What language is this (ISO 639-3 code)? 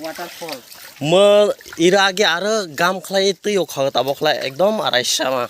trp